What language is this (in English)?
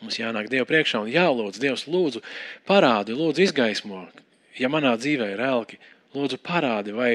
Latvian